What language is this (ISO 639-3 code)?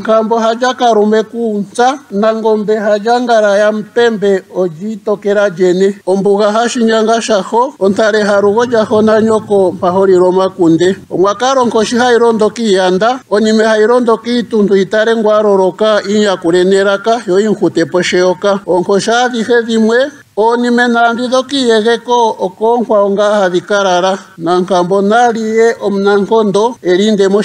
ndo